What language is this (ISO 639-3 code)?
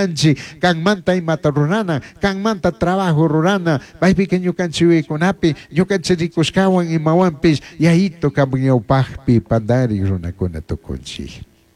qug